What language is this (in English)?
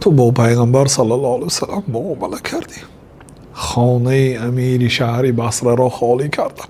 Tajik